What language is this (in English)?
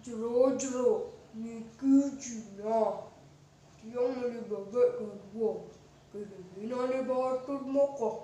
Balinese